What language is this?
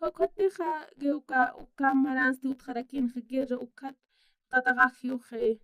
Aymara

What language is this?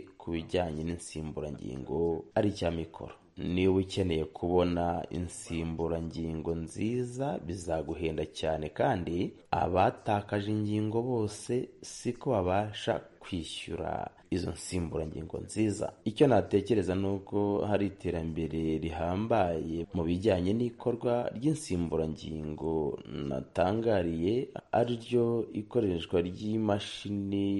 Kinyarwanda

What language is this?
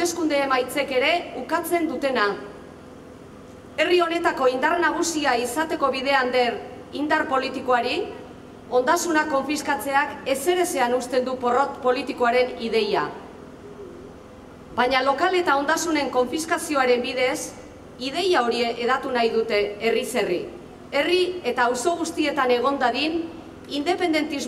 Basque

